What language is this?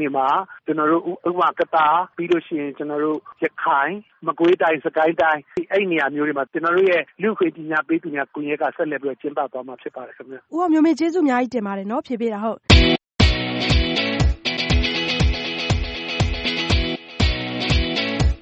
Burmese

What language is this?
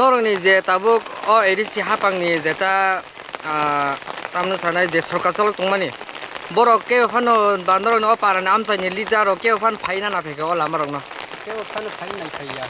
Kok Borok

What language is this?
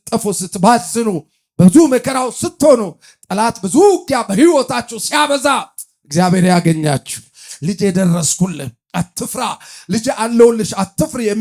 Amharic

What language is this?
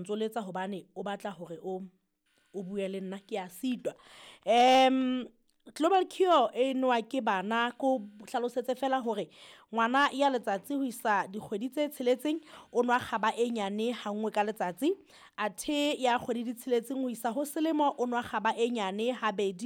Southern Sotho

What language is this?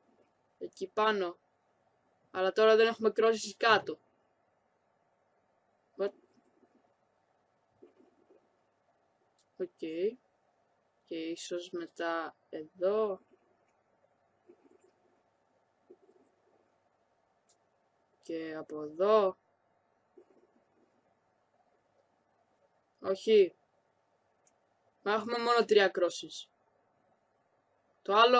Greek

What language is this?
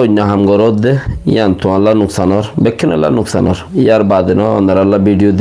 Rohingya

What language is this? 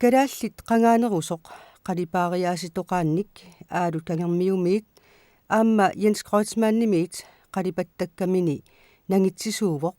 Kalaallisut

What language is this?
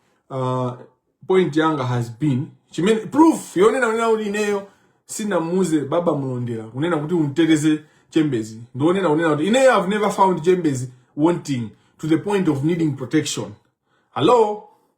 Nyanja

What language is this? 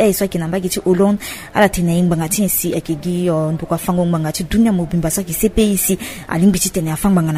Sango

